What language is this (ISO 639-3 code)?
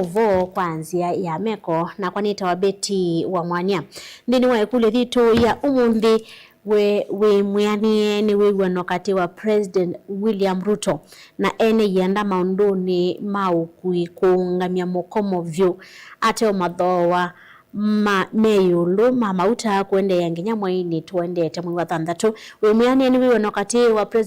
kam